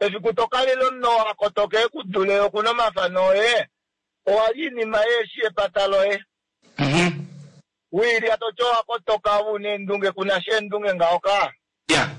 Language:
Kuanyama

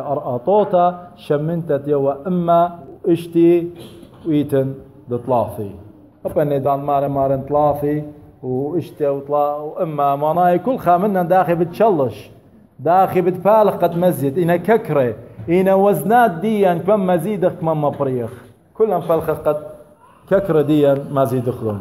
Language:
Assyrian Neo-Aramaic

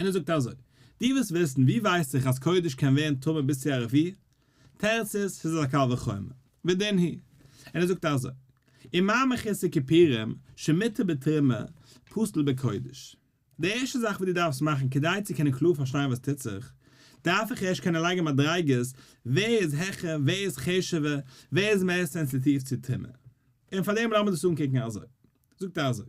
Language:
Yiddish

